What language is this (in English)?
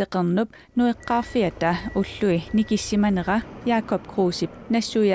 Kalaallisut